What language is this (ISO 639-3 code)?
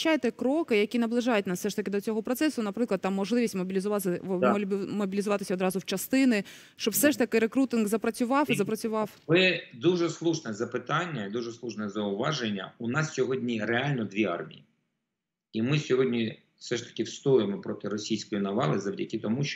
ukr